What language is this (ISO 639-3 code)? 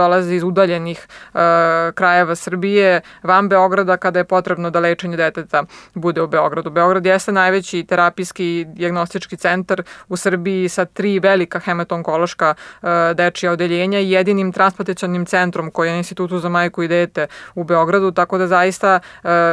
srp